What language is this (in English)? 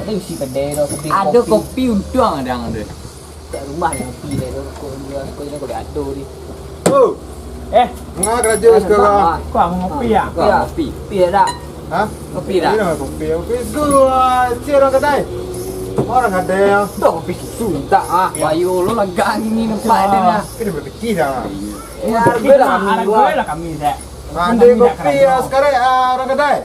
Minangkabau